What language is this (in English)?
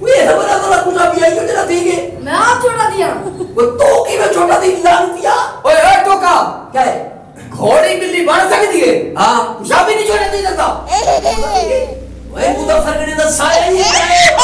Saraiki